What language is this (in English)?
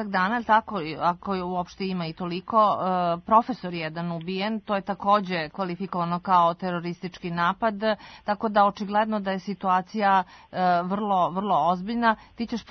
Serbian